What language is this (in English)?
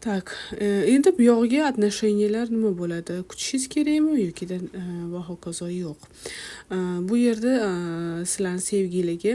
Uzbek